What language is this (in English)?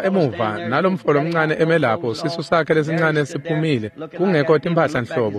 Swati